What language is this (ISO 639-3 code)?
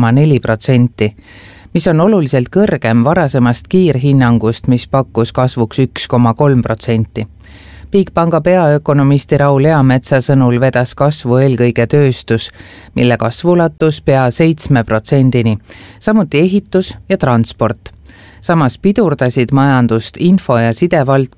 est